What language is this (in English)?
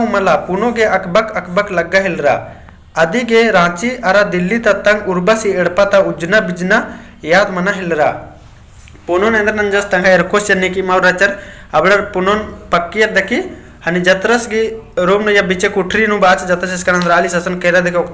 Kurukh